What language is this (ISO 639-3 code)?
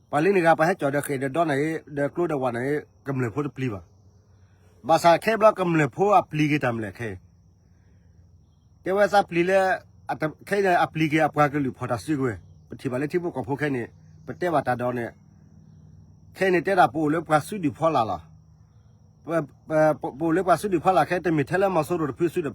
ksw